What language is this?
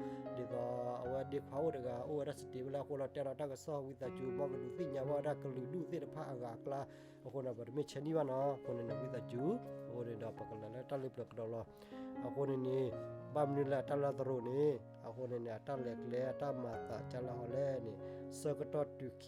S'gaw Karen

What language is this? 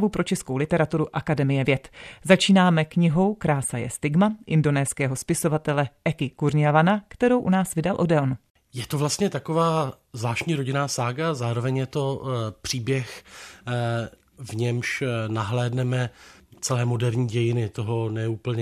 Czech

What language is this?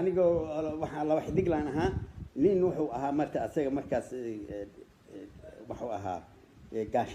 Somali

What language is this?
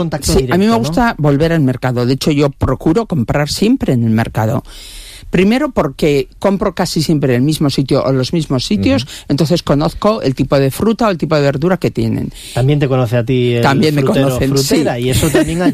Spanish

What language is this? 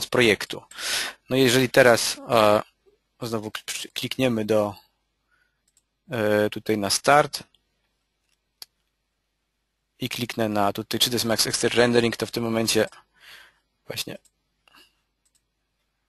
Polish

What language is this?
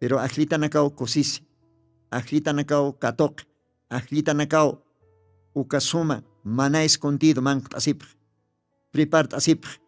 Aymara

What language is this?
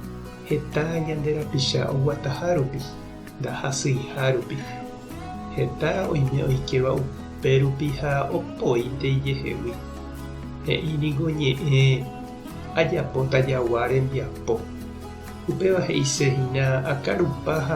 Guarani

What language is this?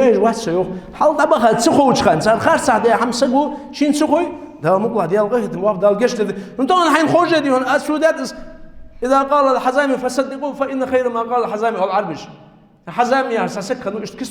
Ingush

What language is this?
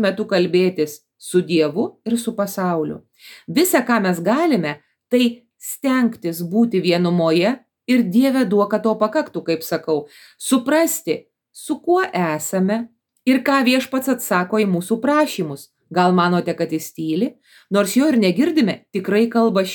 Lithuanian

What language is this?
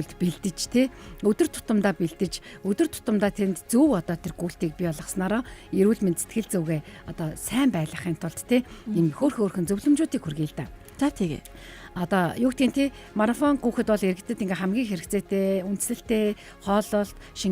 Mongolian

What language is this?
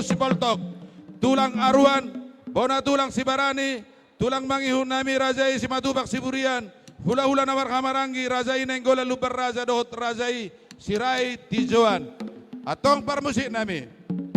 Batak Toba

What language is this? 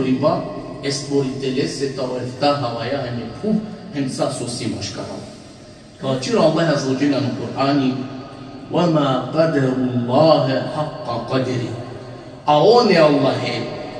Balkan Romani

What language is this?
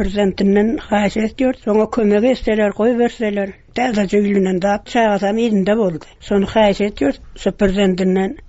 Turkmen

